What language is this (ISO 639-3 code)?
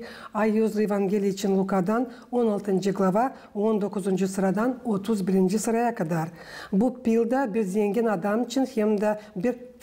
gag